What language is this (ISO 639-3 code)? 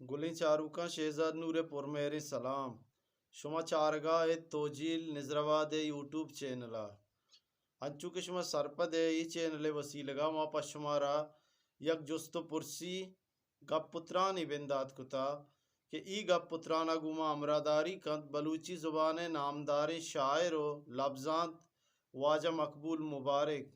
bgp